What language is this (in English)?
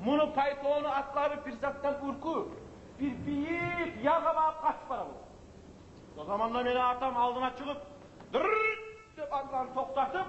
Kumyk